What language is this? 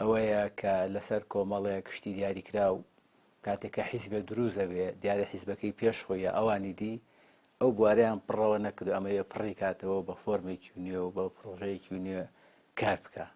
Central Kurdish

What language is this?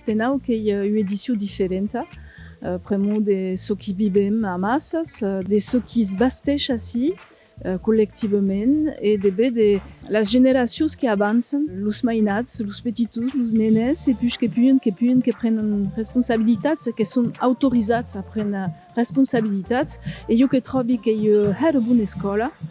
Occitan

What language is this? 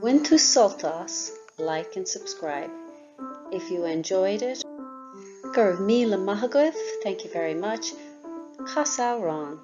Irish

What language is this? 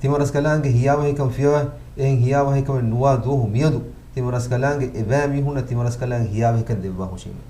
Divehi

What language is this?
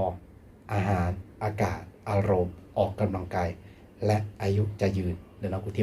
Hmong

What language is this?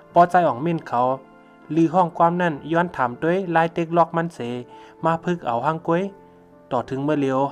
Shan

